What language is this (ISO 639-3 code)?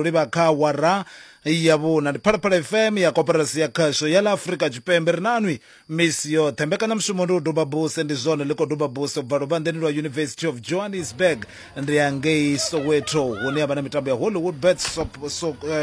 ven